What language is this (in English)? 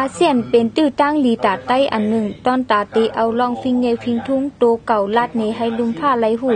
Shan